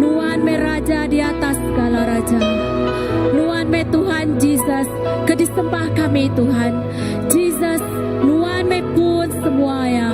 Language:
Iban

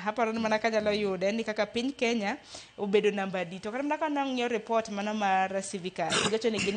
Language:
Luo (Kenya and Tanzania)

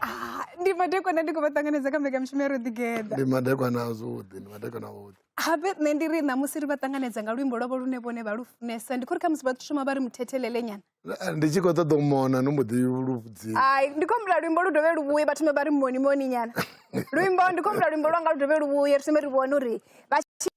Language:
Venda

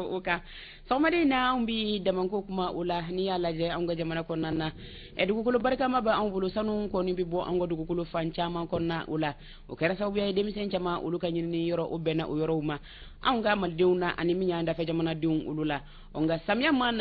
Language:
Bambara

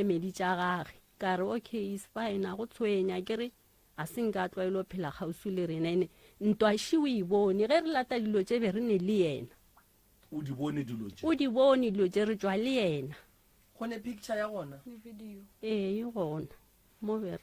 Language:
Northern Sotho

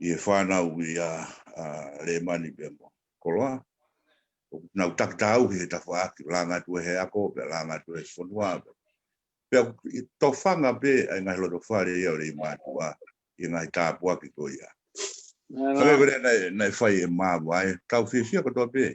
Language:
Tongan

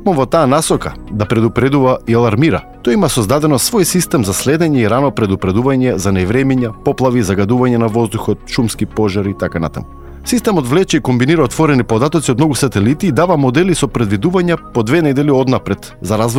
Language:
Macedonian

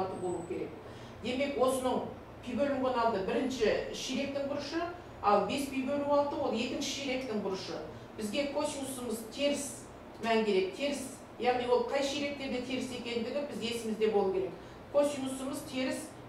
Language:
Kazakh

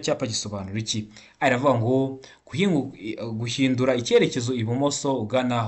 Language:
Kinyarwanda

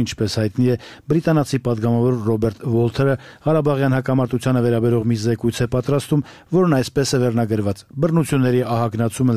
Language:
Armenian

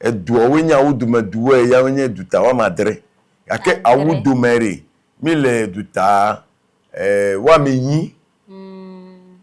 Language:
Ewe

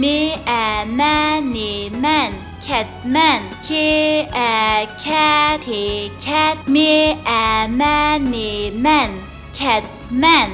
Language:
Uyghur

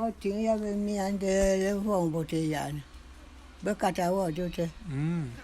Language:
Bulu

